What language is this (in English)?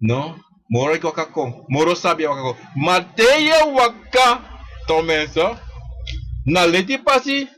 Sranan Tongo